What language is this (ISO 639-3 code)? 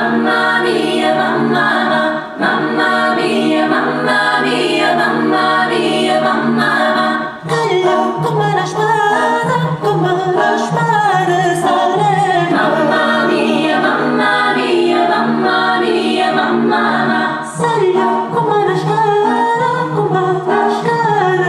nap